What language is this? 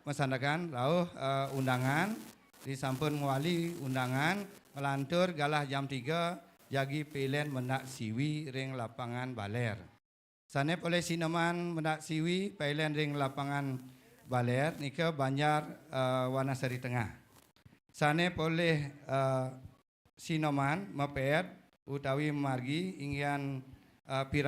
Balinese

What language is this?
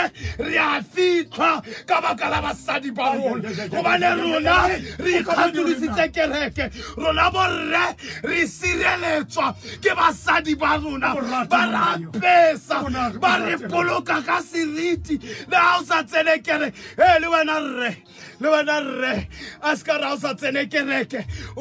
Tswana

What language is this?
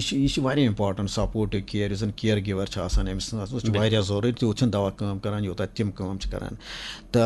Kashmiri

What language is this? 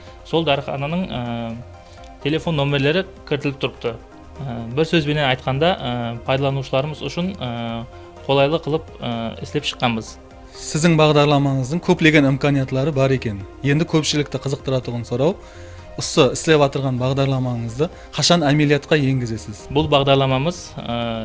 Kara-Kalpak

